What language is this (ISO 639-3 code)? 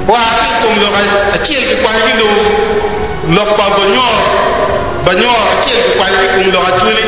ach